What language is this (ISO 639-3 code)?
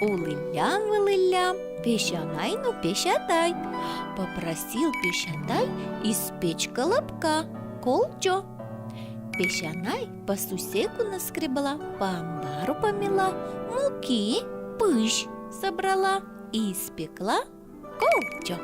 udm